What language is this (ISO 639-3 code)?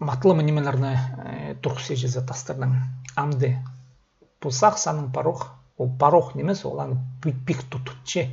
kjh